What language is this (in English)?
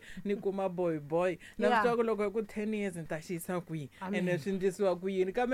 Tsonga